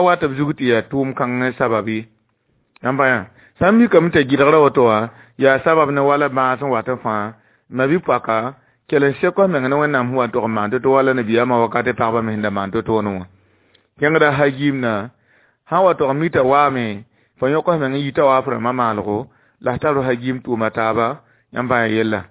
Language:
Mossi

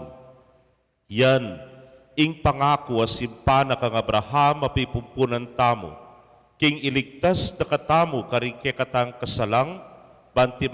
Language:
Pampanga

